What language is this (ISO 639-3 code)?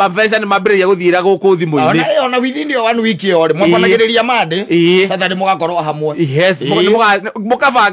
kik